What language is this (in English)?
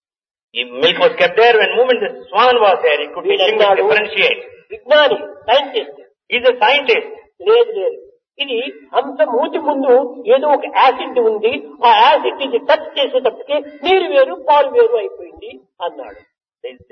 Telugu